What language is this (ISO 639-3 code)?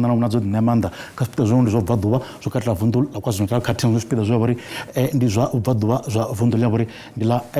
ven